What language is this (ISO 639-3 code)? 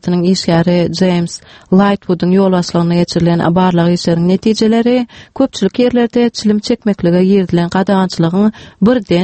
tuk